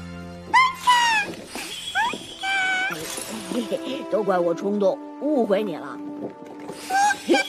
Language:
Chinese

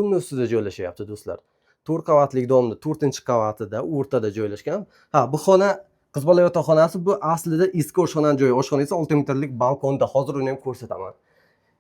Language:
Uzbek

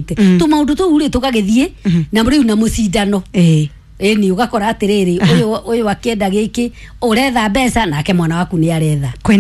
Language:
Kikuyu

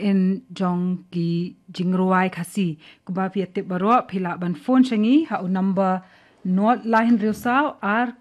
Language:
Khasi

